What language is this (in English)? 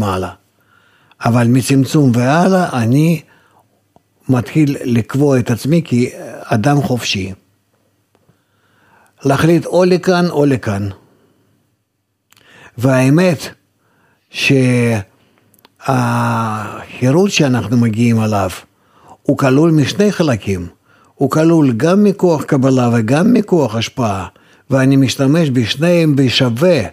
Hebrew